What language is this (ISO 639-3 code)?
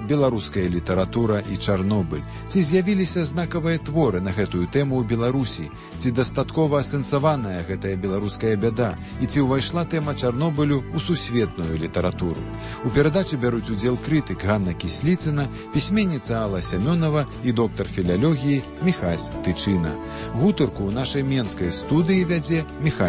bel